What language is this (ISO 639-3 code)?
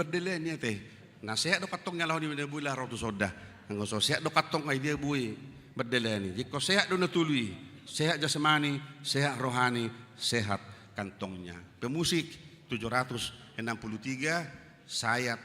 bbc